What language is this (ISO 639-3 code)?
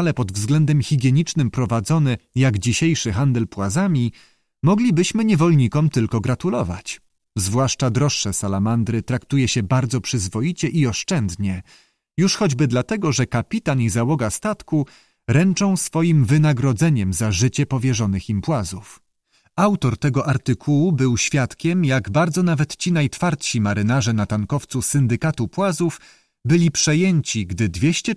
pol